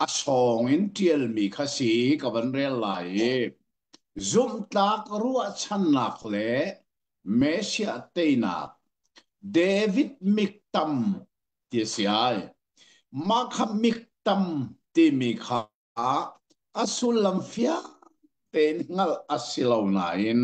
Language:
Hakha Chin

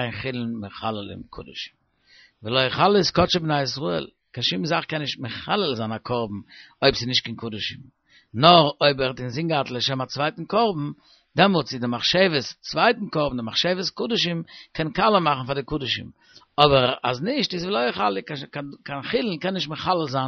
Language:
Yiddish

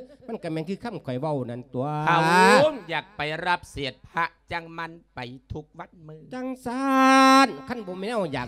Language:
Lao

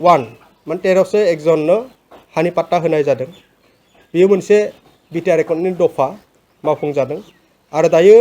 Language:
Bodo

